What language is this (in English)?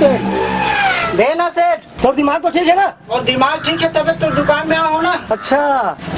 Chhattisgarhi